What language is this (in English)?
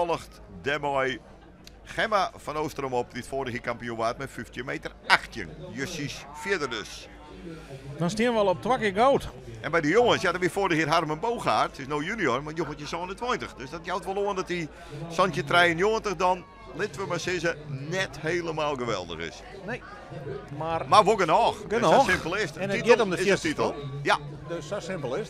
Western Frisian